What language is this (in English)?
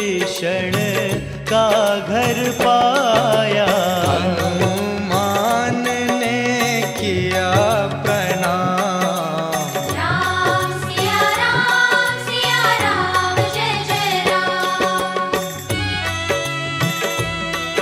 Hindi